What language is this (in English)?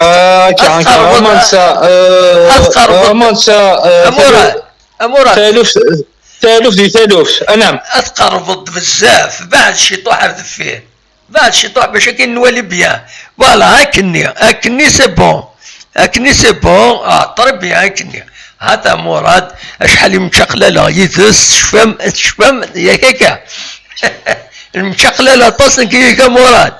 Kabyle